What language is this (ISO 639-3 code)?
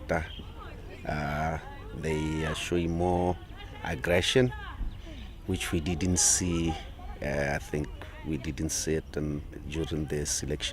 tsn